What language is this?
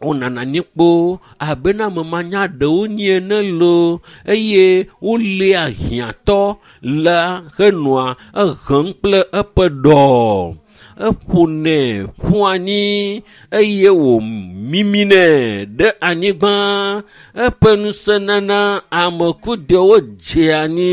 Ewe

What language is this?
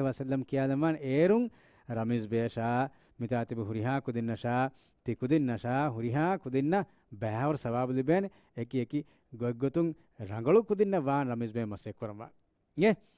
Divehi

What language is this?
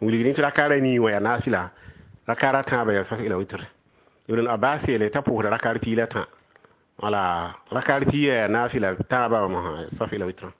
Mossi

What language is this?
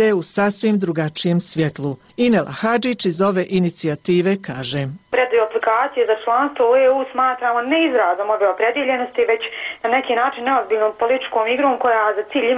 Bosnian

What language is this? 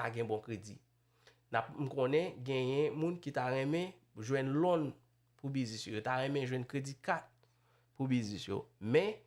Haitian Creole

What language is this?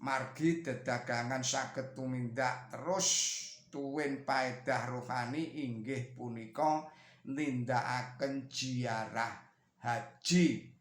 Javanese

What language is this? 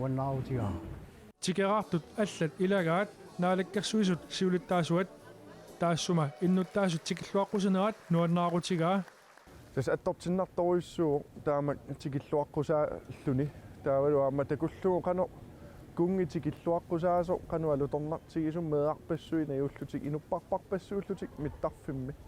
Kalaallisut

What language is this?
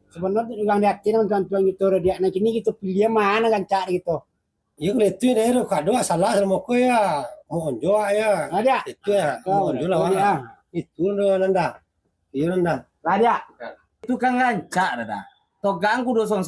Minangkabau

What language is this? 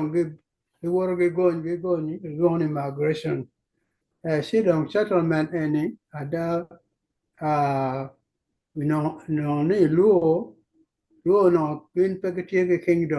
Acoli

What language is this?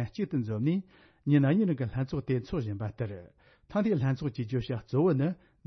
Tibetan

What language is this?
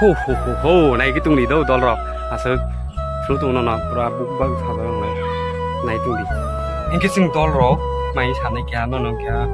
Kok Borok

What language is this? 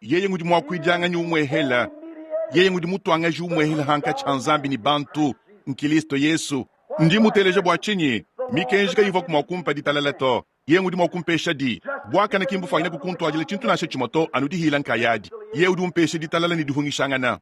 Luba-Lulua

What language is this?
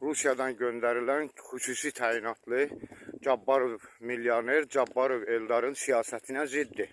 Azerbaijani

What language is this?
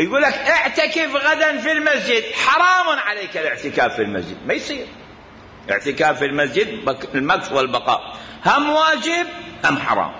Mesopotamian Arabic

